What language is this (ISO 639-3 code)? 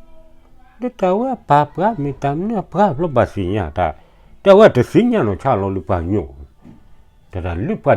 ksw